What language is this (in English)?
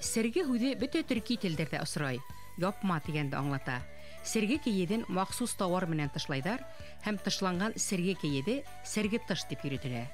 Bashkir